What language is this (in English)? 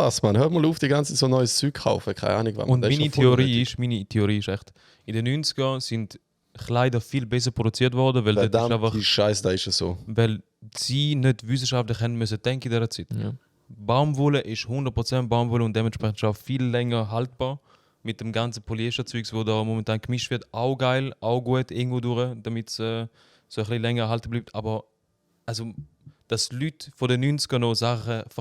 Swiss German